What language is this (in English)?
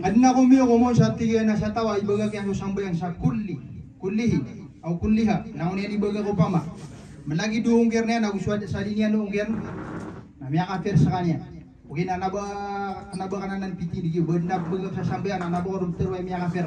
Maranao